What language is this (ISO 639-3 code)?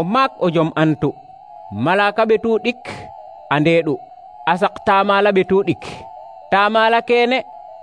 srr